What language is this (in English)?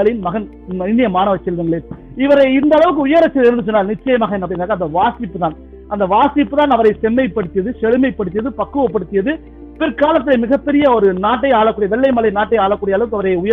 Tamil